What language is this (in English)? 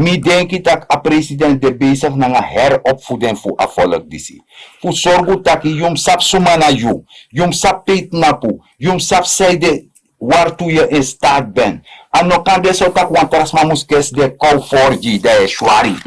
Sranan Tongo